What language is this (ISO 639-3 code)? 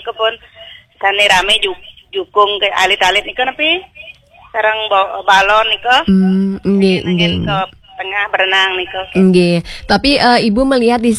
ban